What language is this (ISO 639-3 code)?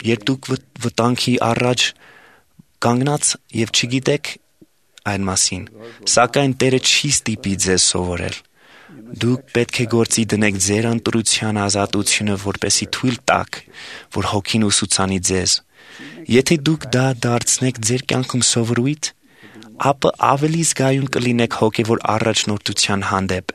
hye